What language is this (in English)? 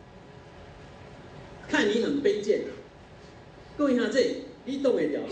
Min Nan Chinese